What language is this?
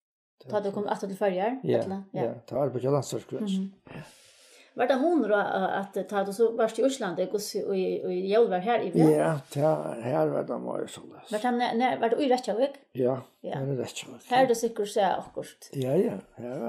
Faroese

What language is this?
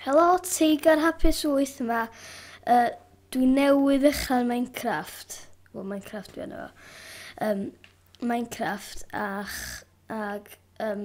Welsh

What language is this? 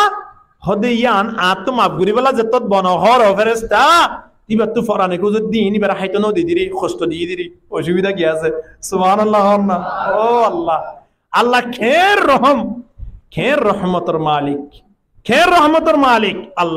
Rohingya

